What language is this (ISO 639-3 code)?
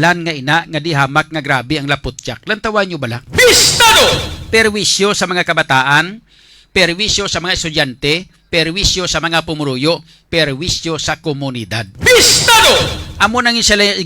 hil